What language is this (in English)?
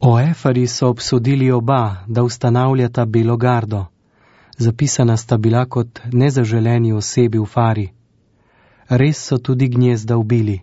Slovenian